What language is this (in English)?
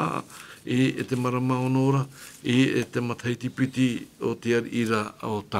Tahitian